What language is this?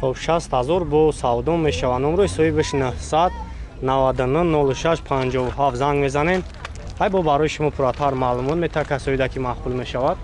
Tajik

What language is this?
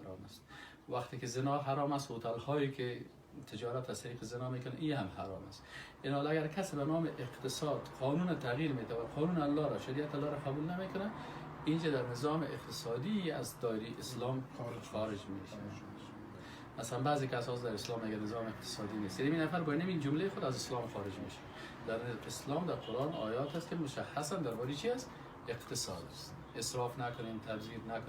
Persian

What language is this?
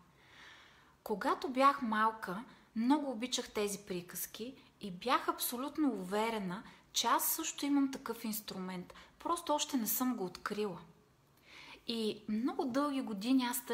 Bulgarian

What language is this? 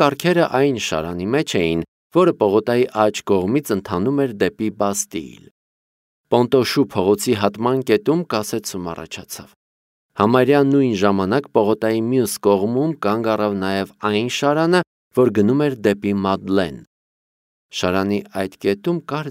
Armenian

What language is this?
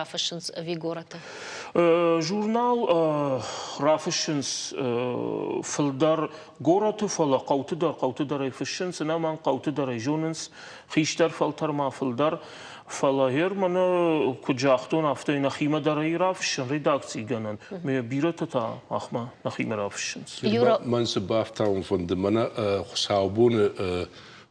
Ossetic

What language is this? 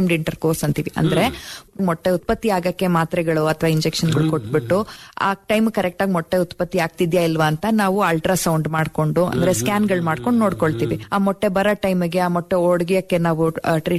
Kannada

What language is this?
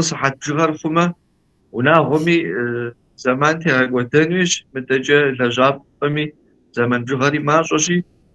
Kabardian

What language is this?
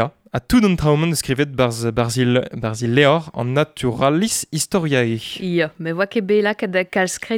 Breton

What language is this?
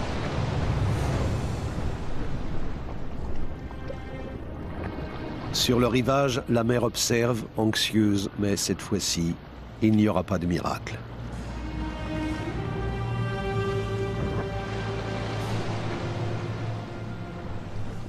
French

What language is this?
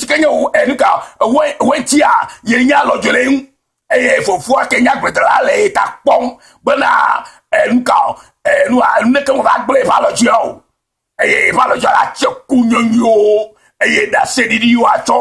Ewe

